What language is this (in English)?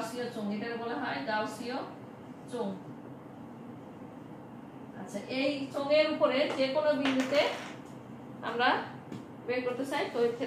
Bangla